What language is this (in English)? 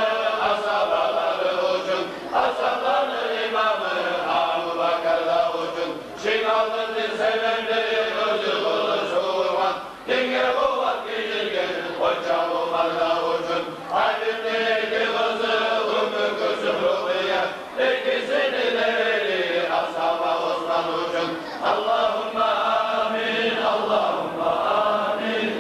Kumyk